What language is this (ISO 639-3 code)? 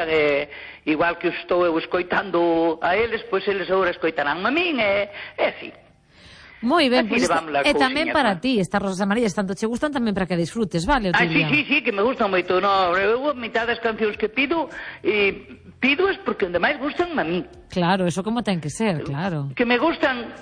glg